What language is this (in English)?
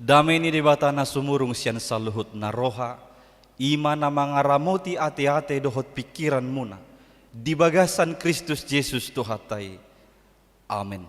Batak Toba